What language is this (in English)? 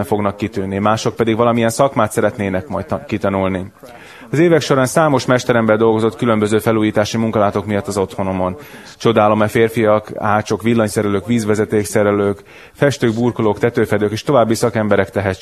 Hungarian